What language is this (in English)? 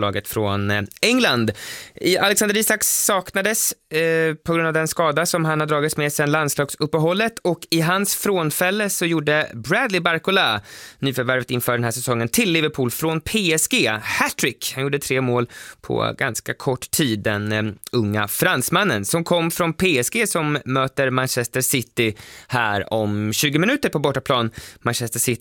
Swedish